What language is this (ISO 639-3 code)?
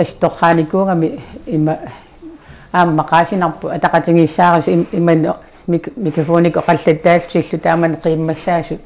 kal